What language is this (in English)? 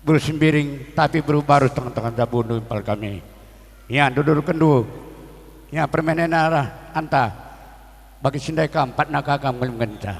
Batak Karo